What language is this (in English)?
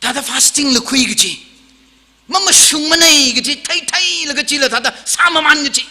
Tangkhul Naga (India)